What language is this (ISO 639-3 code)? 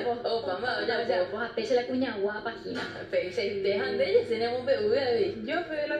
grn